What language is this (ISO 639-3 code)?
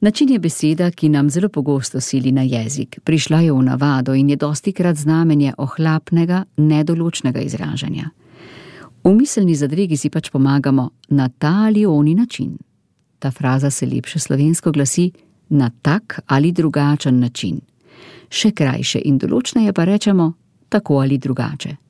slv